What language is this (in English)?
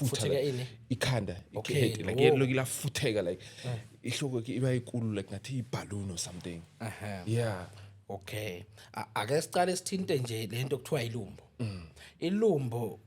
Zulu